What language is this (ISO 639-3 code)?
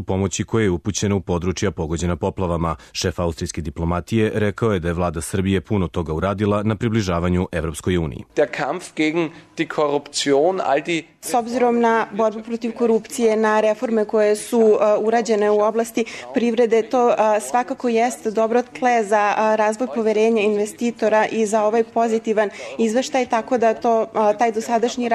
srp